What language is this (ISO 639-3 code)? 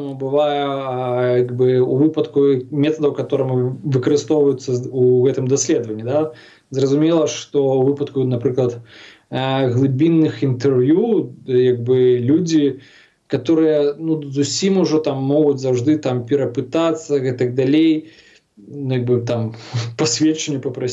bel